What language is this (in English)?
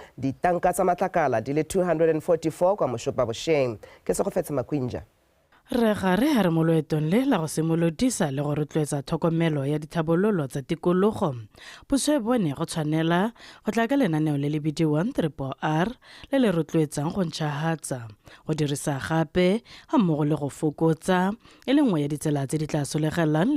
Tswana